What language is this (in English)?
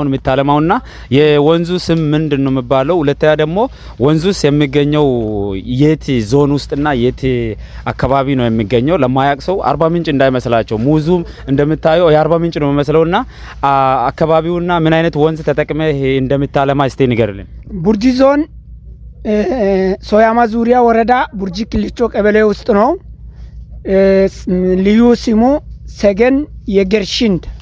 Amharic